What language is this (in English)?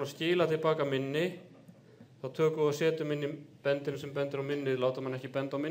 Icelandic